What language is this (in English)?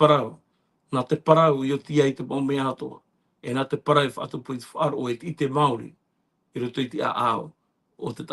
Tahitian